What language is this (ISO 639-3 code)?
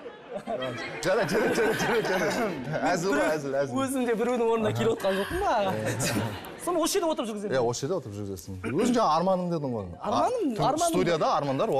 kaz